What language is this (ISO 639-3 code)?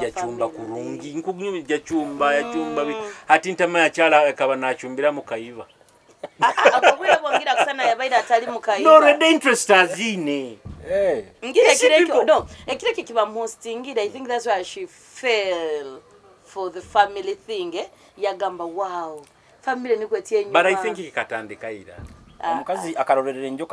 nyo